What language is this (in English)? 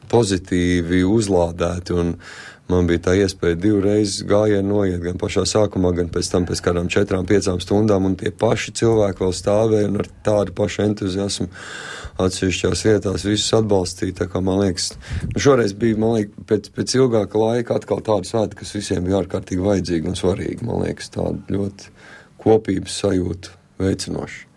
Latvian